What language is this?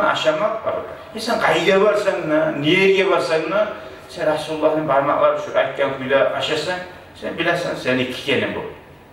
Kumyk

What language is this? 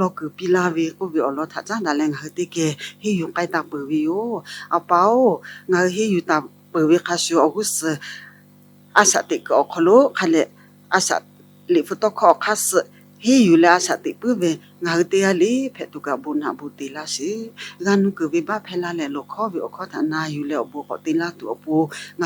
Lahu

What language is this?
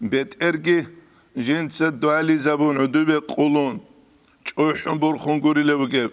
Avaric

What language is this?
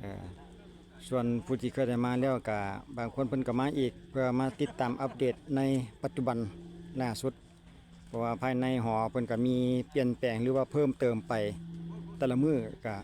Lao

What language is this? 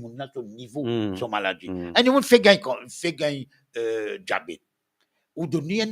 Morisyen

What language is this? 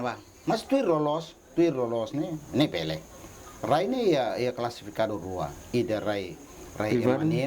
Tetum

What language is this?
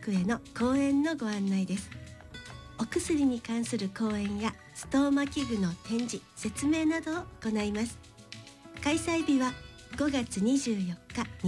Japanese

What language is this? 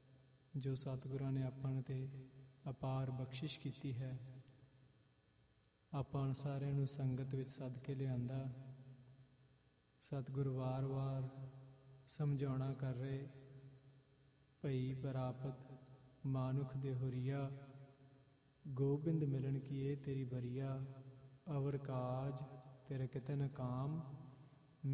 Punjabi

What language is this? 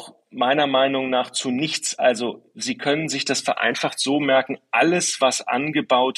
German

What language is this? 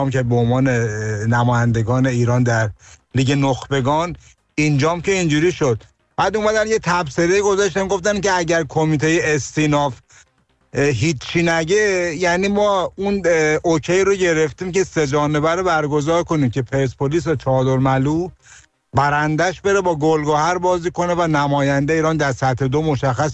Persian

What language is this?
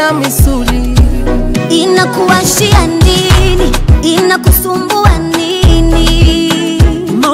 Swahili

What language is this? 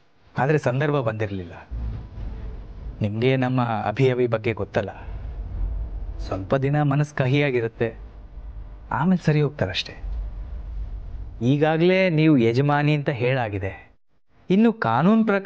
Kannada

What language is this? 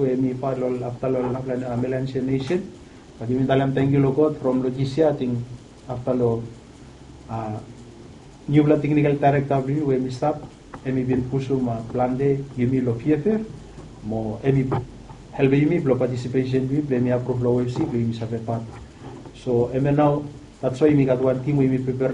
Bislama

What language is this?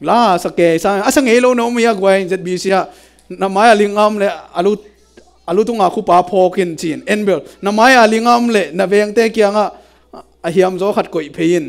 Tedim Chin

